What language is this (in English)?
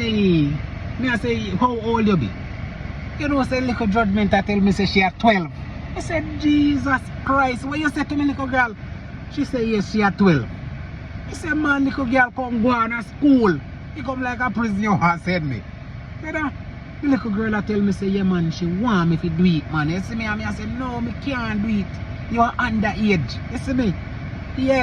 Jamaican Creole English